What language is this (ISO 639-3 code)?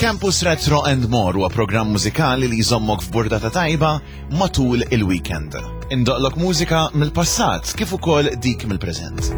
mlt